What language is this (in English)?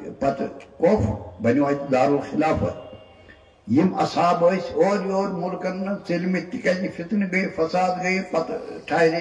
Kashmiri